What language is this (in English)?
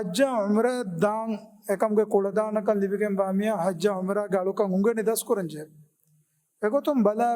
Divehi